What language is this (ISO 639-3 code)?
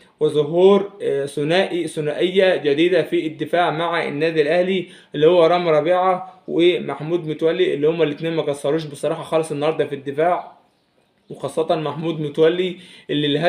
arz